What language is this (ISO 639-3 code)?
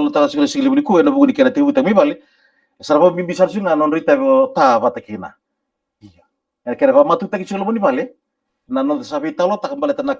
fij